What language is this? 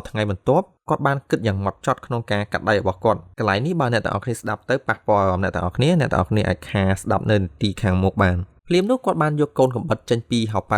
Khmer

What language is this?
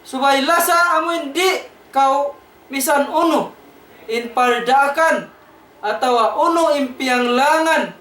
Tausug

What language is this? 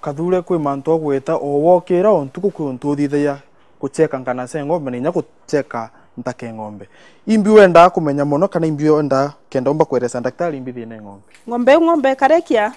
Meru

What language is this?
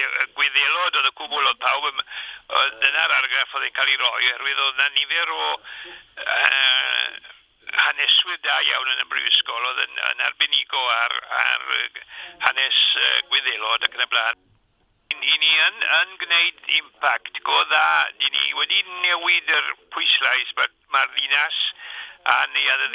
Welsh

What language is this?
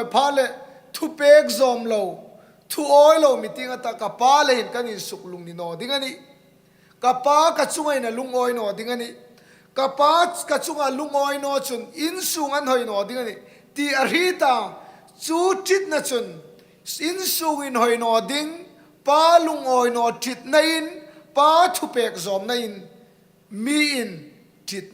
Hmar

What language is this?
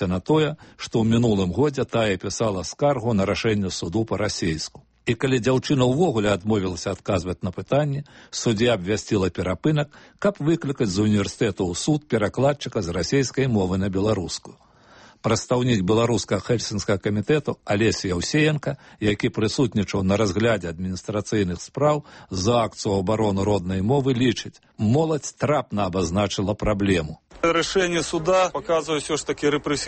Belarusian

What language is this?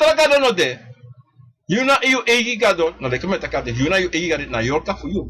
Sranan Tongo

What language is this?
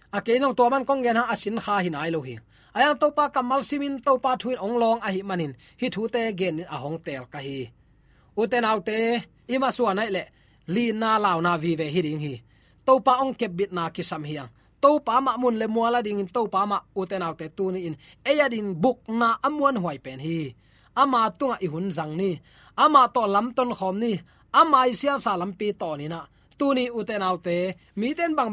Tedim Chin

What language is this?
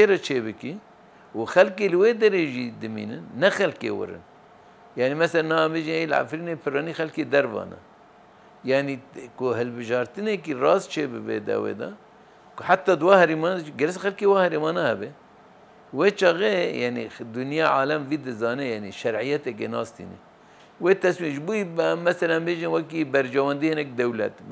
Kurdish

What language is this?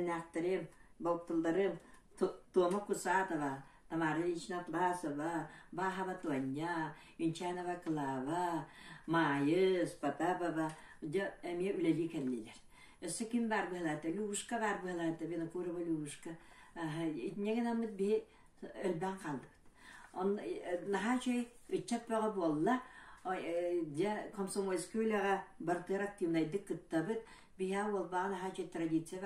Yakut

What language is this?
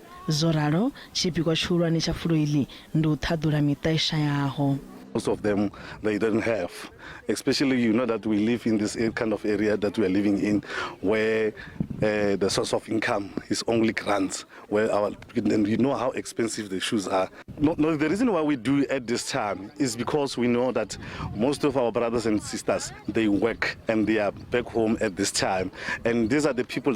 Venda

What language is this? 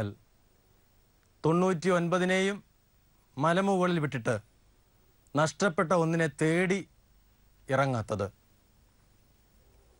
Malayalam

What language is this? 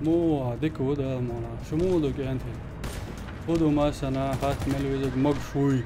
Chechen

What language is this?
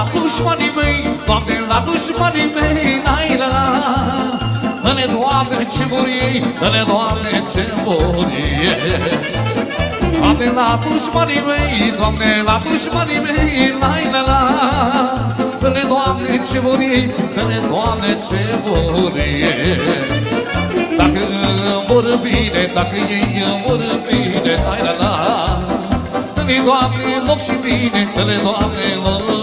Romanian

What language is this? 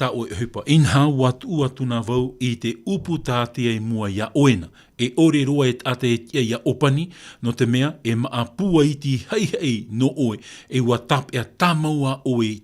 Tahitian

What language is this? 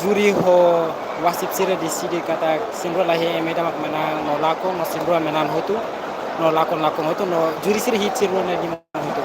Tetum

